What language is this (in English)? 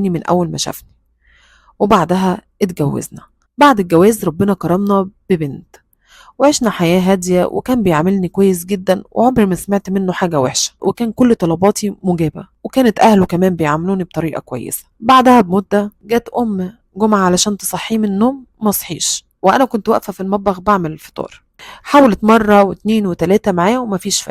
Egyptian Arabic